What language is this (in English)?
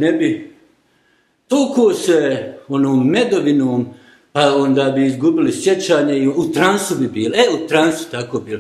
Bosnian